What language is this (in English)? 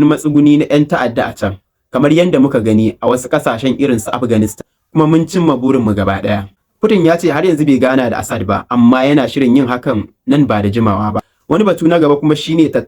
Hausa